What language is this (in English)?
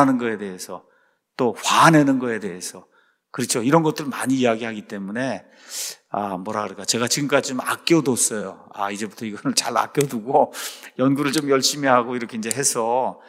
Korean